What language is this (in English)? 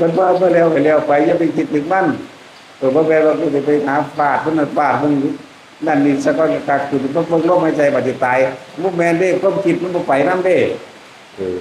Northeastern Thai